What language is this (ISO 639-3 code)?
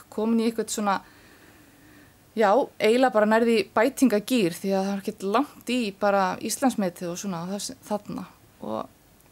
isl